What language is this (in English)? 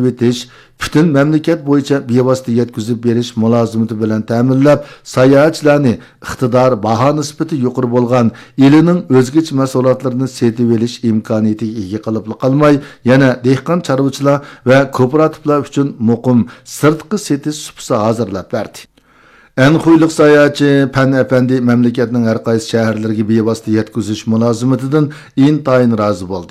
Uyghur